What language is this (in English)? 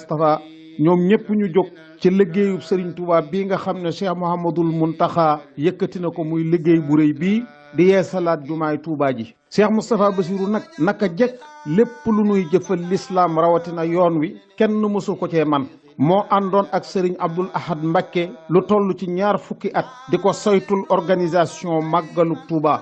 Wolof